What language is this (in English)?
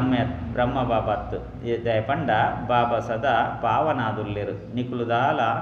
Tulu